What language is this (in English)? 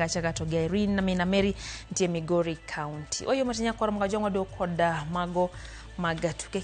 Luo (Kenya and Tanzania)